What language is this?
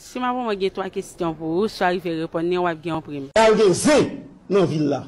Haitian Creole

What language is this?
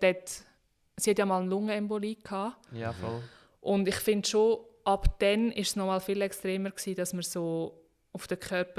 Swiss German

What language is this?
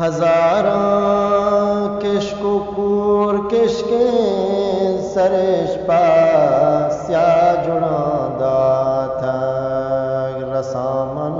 Eastern Balochi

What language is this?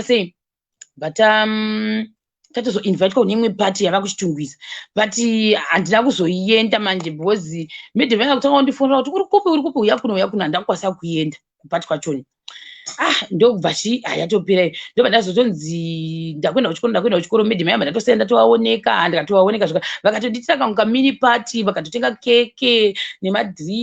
Shona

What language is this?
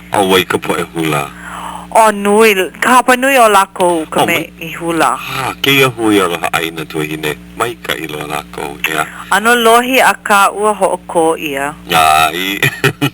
Hawaiian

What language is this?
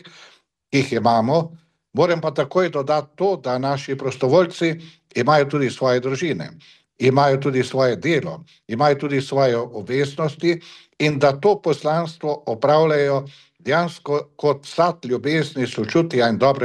Slovenian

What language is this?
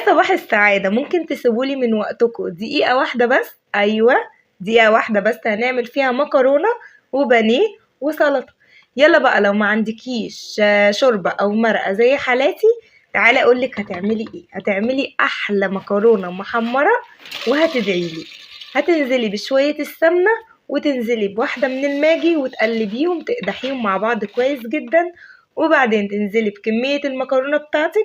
Egyptian Arabic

